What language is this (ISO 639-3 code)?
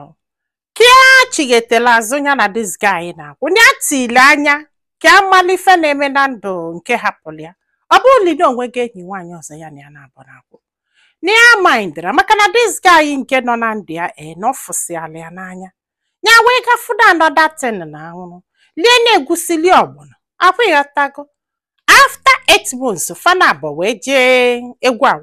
ibo